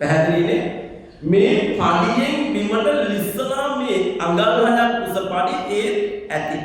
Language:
Sinhala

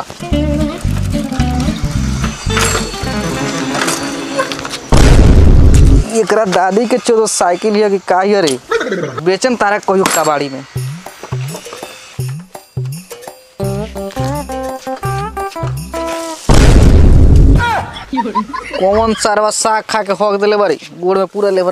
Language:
Bhojpuri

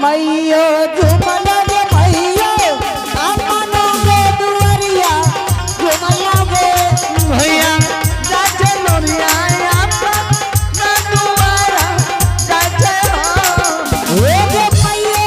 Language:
Angika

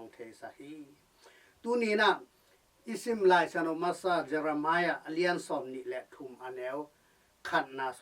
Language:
Tedim Chin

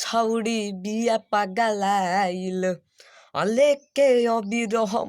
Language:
Bhojpuri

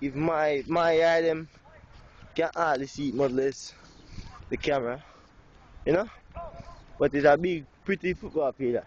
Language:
Jamaican Creole English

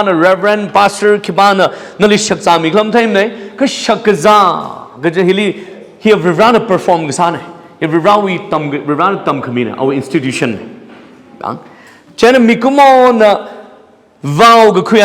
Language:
Tangkhul Naga (India)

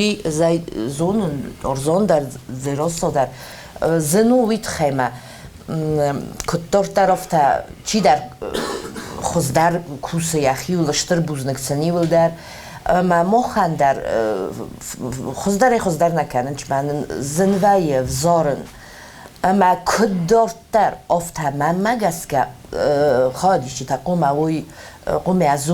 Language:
Ossetic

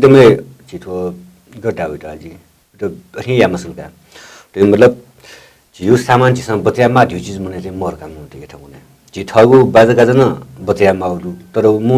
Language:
Newari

